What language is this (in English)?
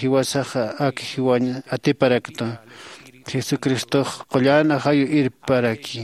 Aymara